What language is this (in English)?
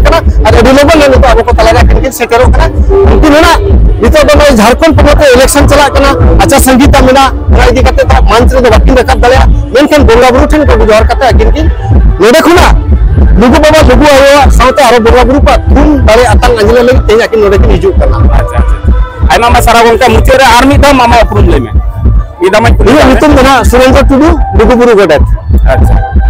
Santali